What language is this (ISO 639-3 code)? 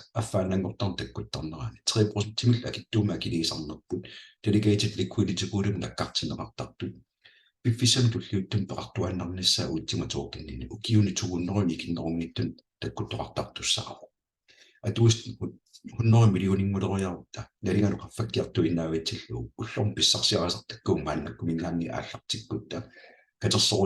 kal